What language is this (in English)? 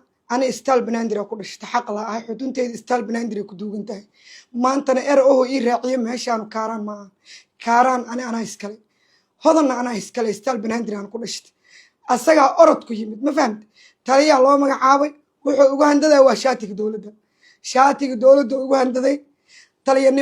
Somali